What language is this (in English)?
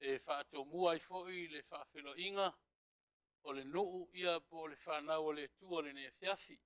Samoan